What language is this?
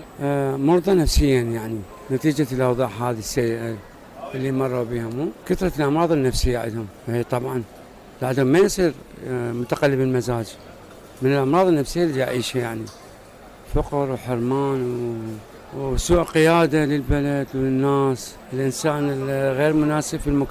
Mesopotamian Arabic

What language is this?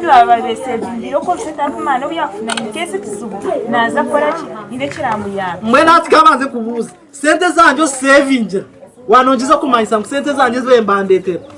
Nyankole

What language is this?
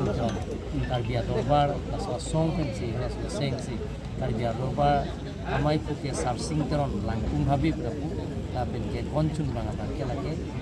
Karbi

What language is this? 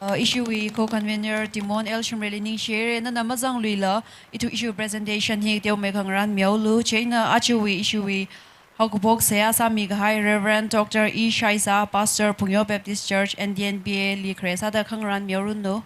Tangkhul Naga (India)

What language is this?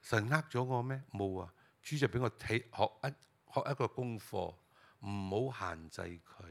Cantonese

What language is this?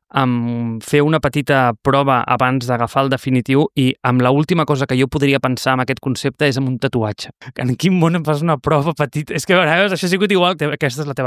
Catalan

